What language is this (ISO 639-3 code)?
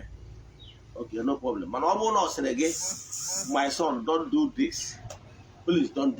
ibo